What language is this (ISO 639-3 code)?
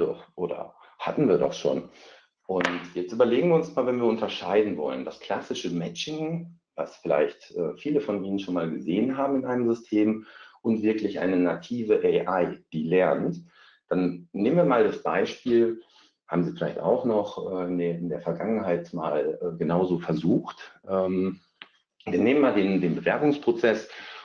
deu